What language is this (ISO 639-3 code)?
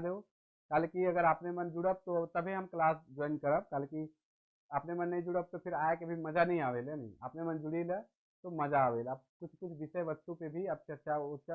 sck